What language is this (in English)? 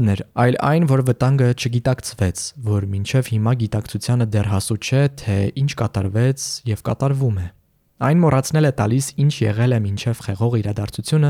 Armenian